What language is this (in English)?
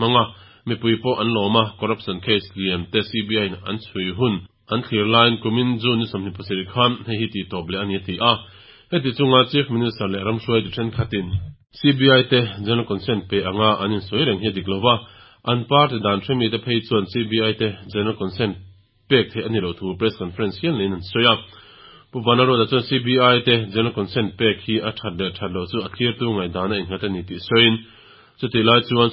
Mizo